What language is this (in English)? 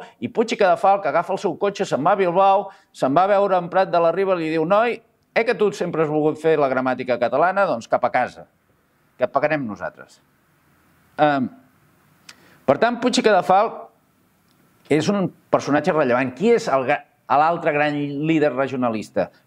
Catalan